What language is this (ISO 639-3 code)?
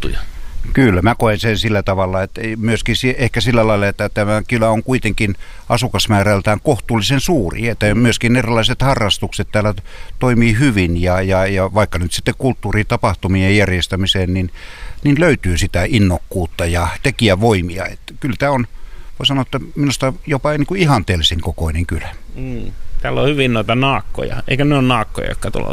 fin